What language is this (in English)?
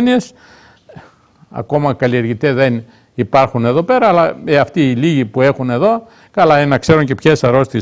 Greek